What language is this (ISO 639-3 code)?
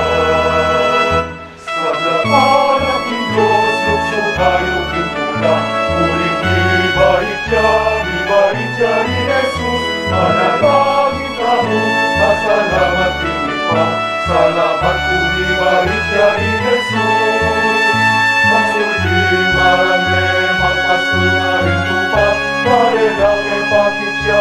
pam